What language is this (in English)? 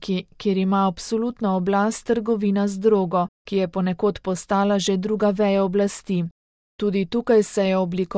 Slovenian